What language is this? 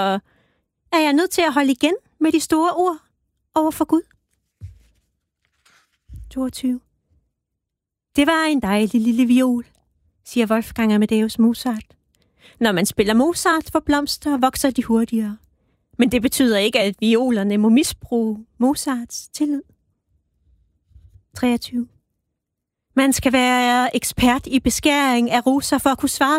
Danish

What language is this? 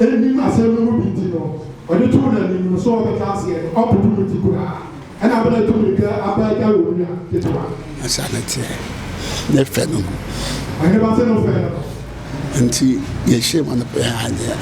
Akan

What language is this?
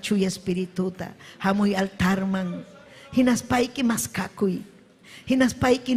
Ayacucho Quechua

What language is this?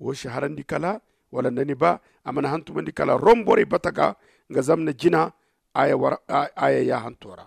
Zarma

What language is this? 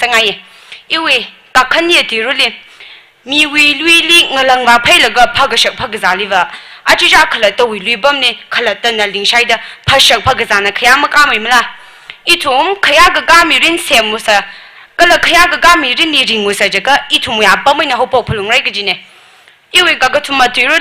Tangkhul Naga (India)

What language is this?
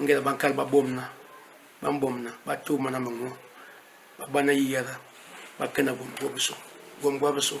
Basaa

